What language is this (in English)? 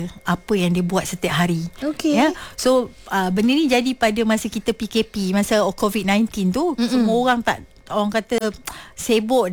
Malay